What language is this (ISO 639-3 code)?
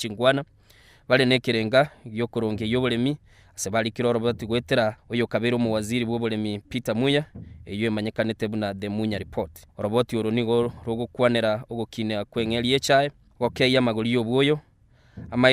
guz